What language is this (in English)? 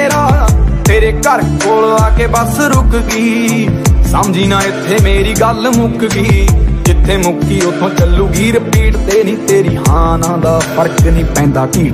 Punjabi